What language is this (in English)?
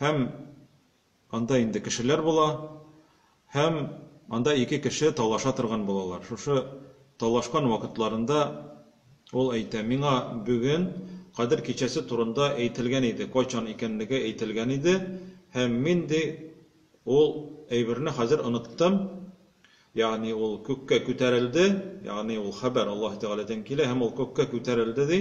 Tatar